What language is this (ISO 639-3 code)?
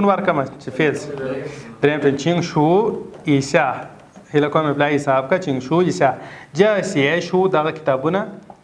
pus